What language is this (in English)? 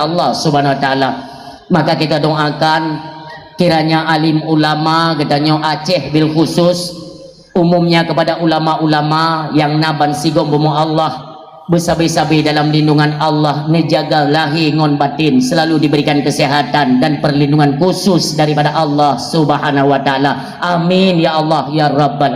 Achinese